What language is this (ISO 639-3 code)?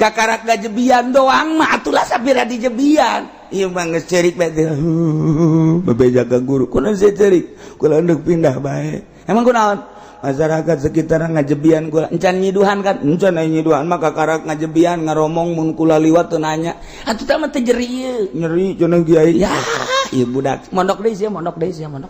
sun